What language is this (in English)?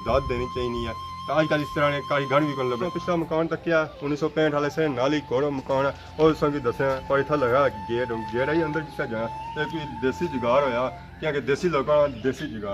Pahari-Potwari